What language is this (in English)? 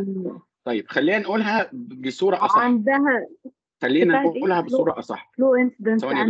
Egyptian Arabic